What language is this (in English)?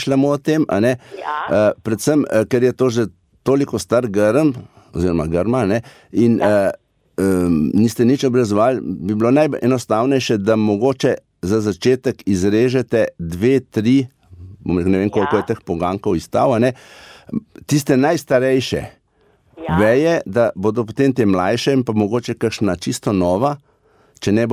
Slovenian